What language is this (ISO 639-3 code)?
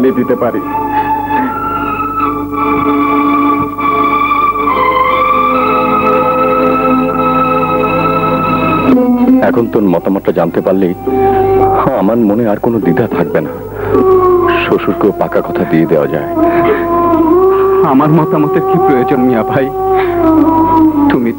ben